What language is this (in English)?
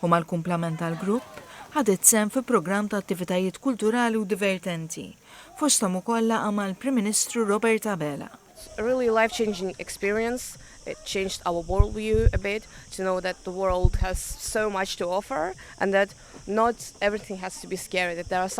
Maltese